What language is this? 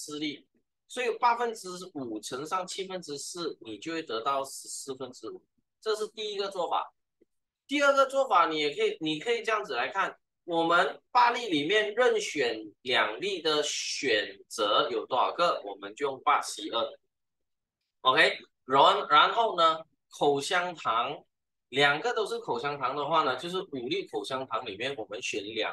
Chinese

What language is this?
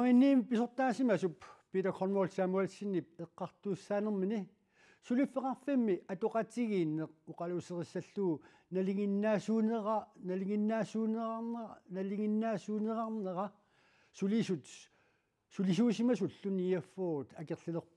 Kalaallisut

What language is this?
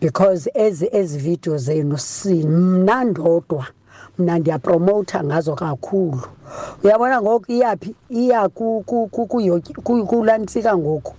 Xhosa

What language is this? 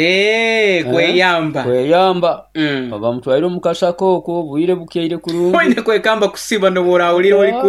Nyoro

